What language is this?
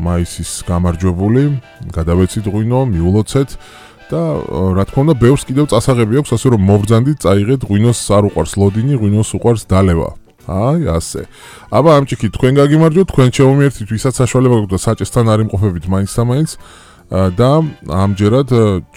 Georgian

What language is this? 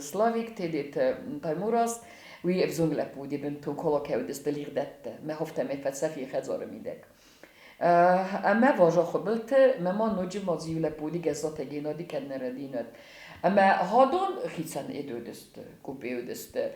Ossetic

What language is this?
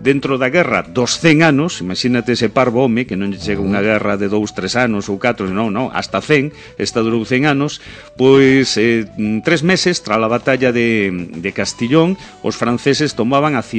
Galician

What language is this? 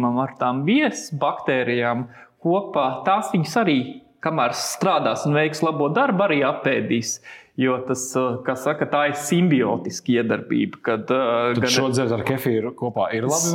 Latvian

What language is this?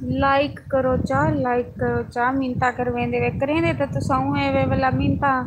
Saraiki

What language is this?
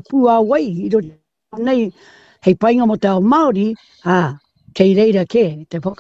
Māori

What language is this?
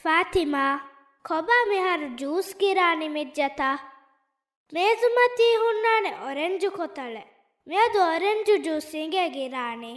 Divehi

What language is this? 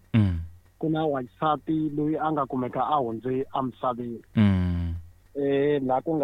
Tsonga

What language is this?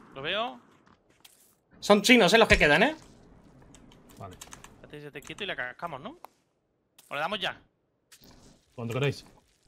Spanish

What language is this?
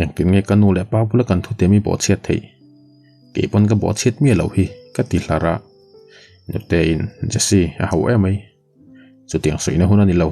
Mizo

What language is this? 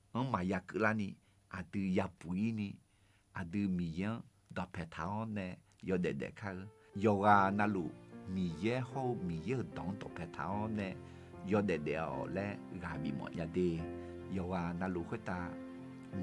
Akha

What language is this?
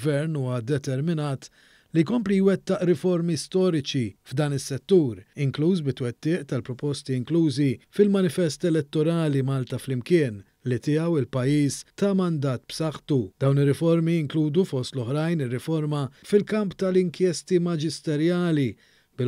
Maltese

